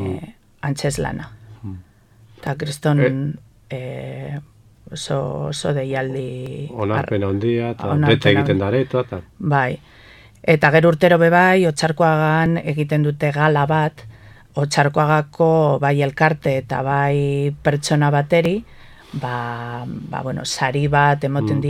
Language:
Basque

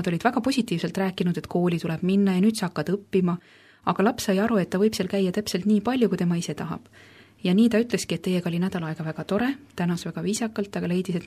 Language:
Estonian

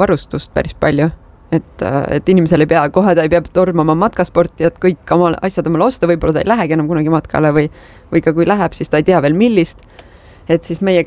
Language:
Estonian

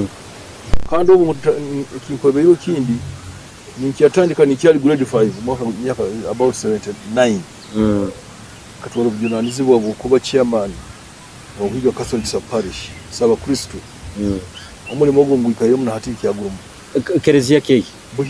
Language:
Nyoro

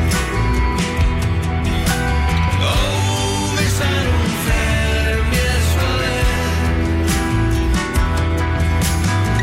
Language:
Icelandic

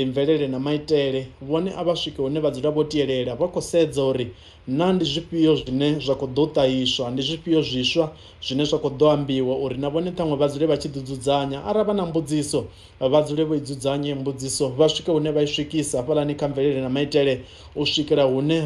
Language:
Venda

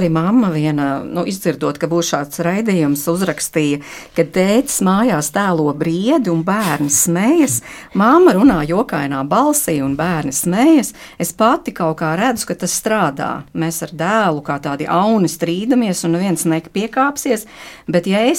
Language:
Latvian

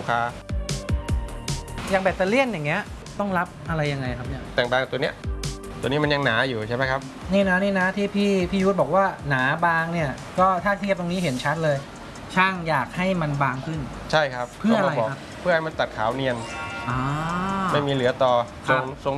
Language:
Thai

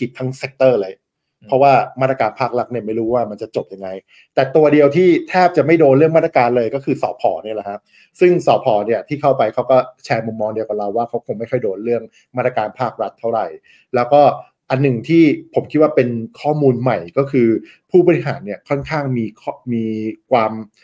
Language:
Thai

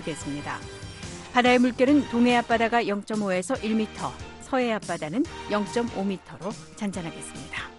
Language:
Korean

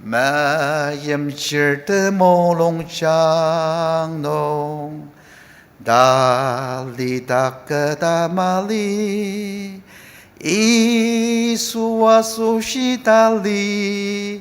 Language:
Ao Naga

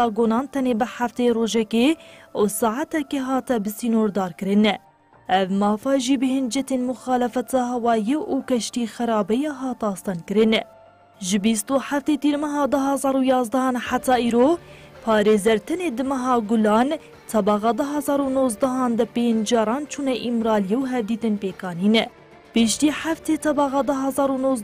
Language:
Kurdish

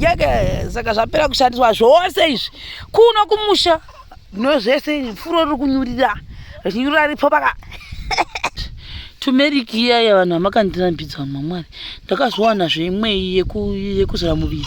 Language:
Shona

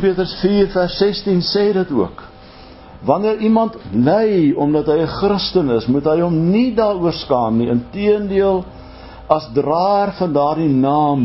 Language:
Afrikaans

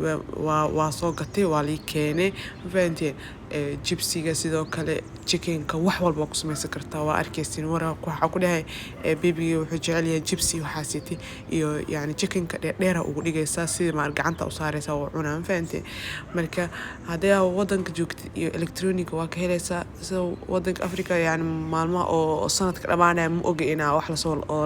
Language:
Somali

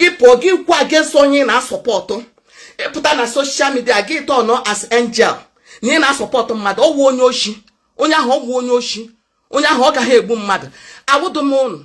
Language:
Igbo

